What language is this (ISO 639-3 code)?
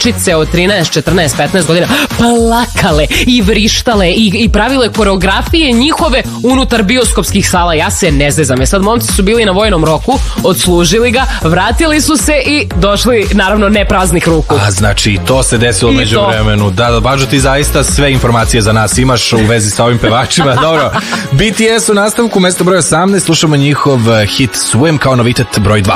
srp